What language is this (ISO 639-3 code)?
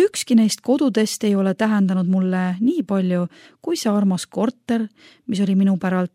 est